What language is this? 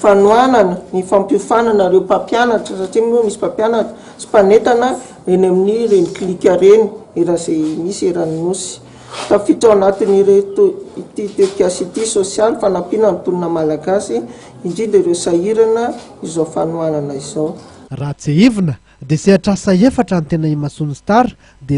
Malagasy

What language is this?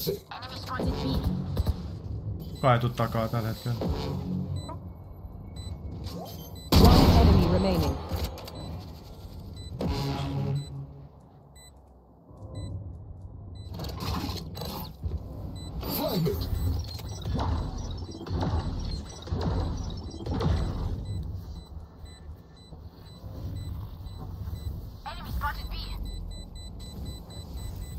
Finnish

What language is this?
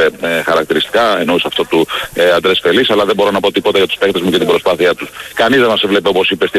Greek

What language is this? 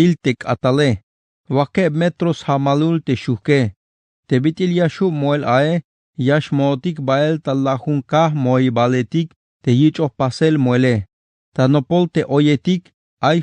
Tzeltal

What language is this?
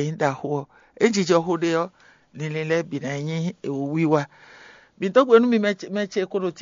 Fon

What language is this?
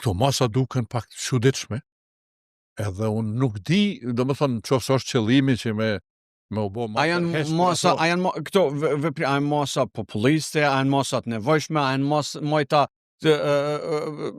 Albanian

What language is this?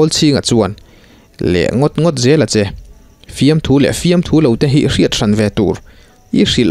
Mizo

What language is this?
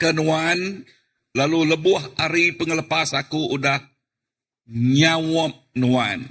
Iban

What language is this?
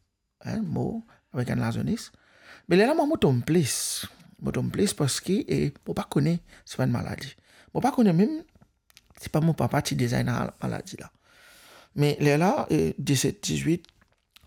Morisyen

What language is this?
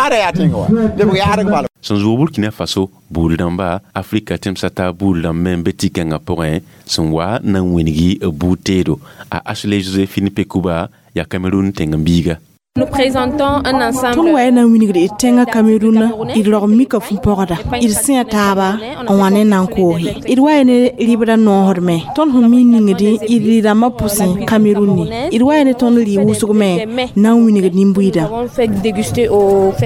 Mossi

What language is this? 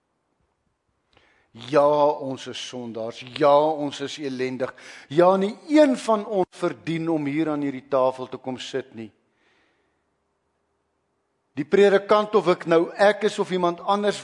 Afrikaans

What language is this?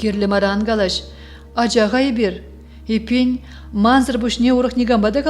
Chuvash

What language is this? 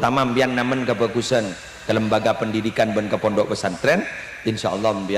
Madurese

